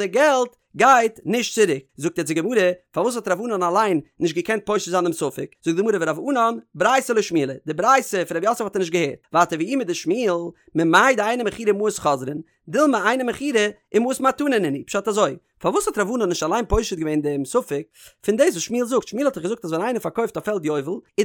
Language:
Yiddish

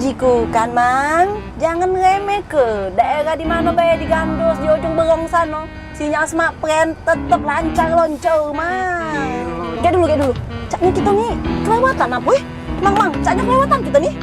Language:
Musi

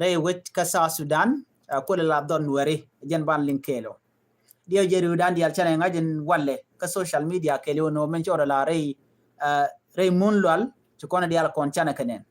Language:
Nuer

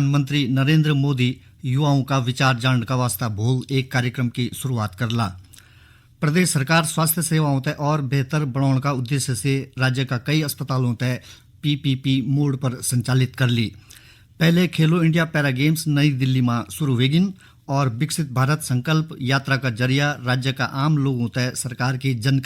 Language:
Garhwali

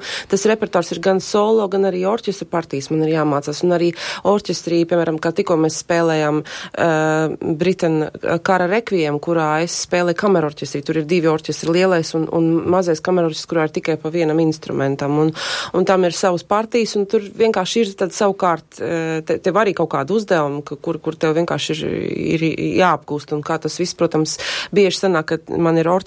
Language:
Latvian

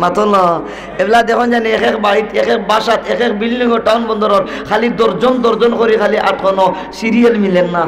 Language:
Sylheti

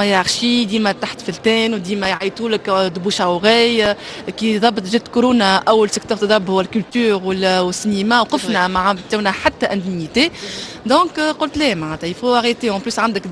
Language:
Tunisian Arabic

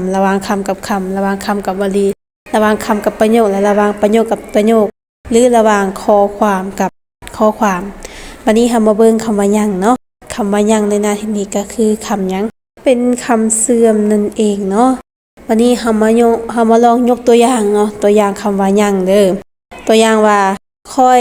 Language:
Lao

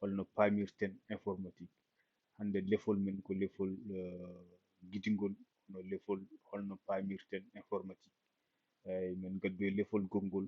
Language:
Fula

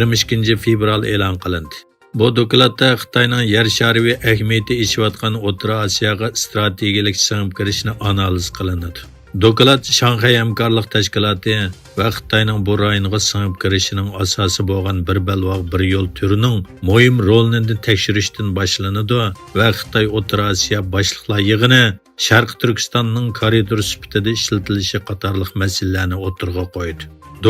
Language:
Uyghur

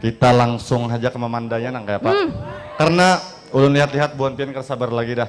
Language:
Banjar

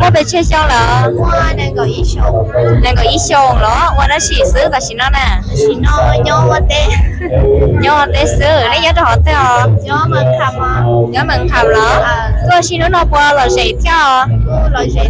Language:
Hmong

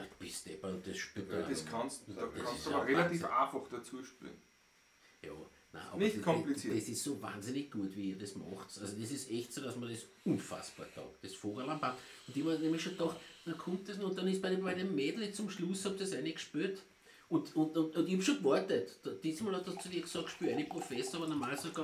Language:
Bavarian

